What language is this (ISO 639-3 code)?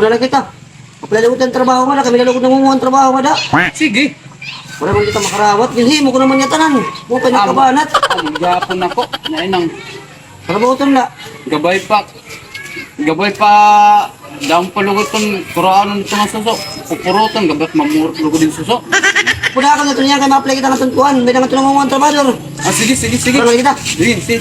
war